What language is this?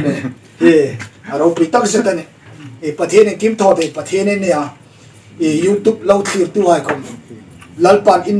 Hmar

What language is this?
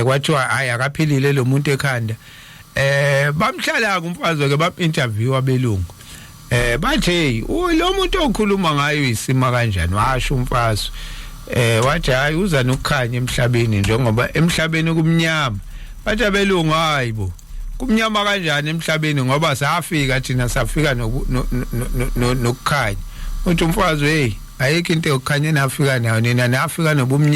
Zulu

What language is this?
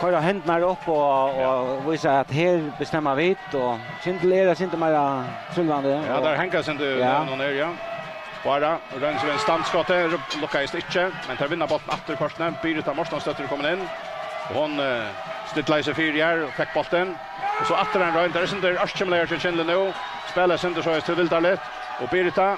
Faroese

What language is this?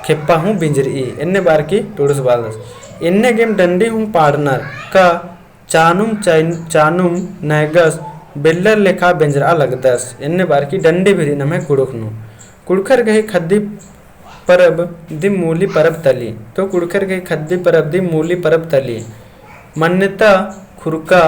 Kurukh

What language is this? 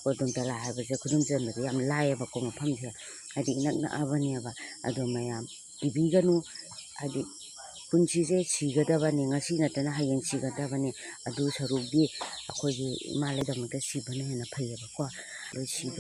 Manipuri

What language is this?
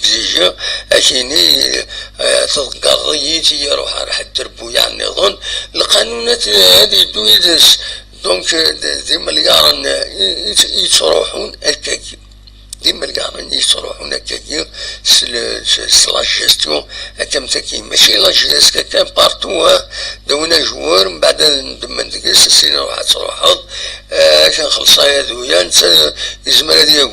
Kabyle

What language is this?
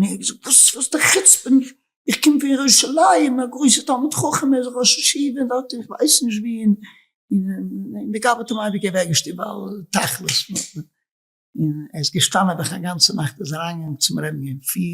Yiddish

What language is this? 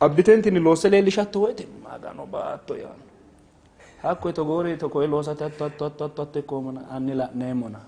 Sidamo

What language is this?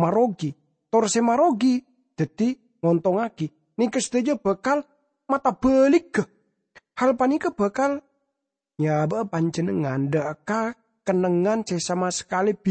Madurese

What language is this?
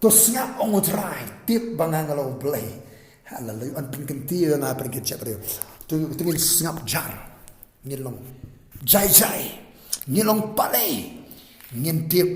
Khasi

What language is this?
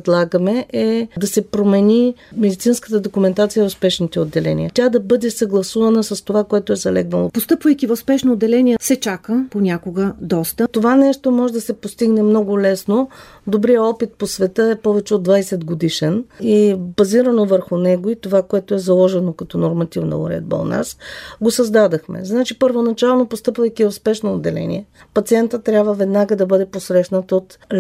Bulgarian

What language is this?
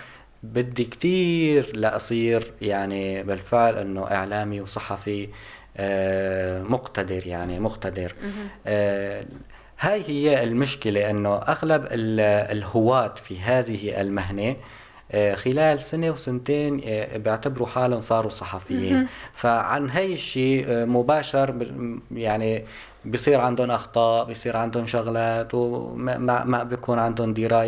North Levantine Arabic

